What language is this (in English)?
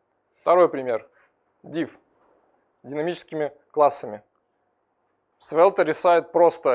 Russian